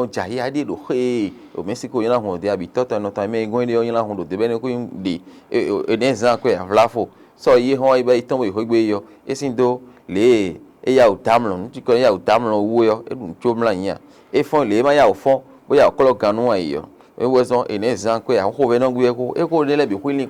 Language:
Fon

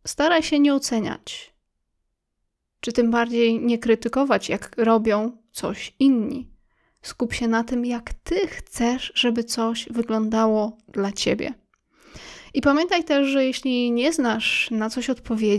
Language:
Polish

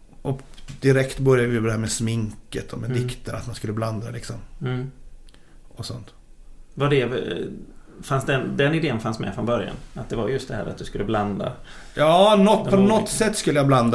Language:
Swedish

